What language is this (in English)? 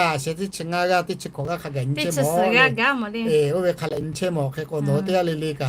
Lahu